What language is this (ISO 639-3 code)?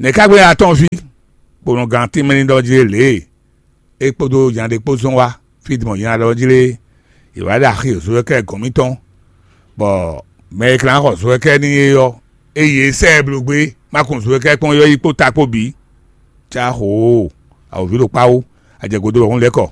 fon